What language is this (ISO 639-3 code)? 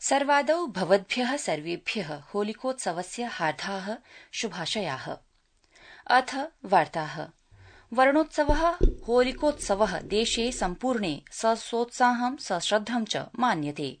san